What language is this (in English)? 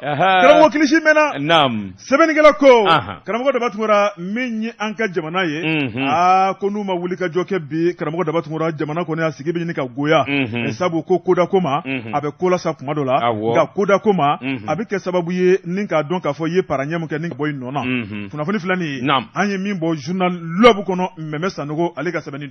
Bambara